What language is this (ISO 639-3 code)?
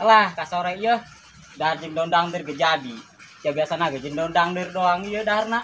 sun